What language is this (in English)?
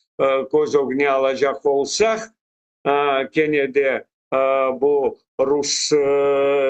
Crimean Tatar